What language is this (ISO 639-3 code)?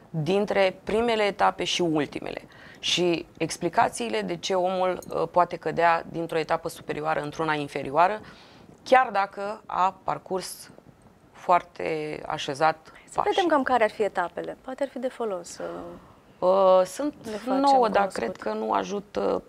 ron